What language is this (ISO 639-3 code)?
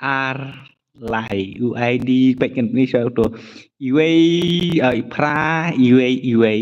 kha